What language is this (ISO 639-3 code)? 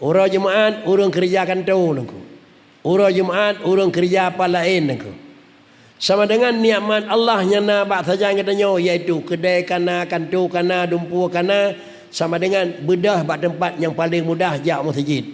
ace